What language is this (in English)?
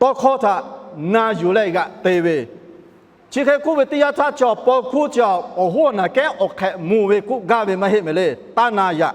Lahu